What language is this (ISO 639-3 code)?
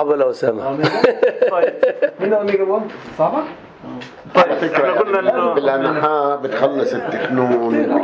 apc